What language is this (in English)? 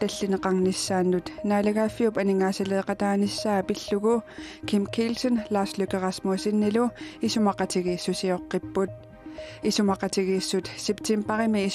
Kalaallisut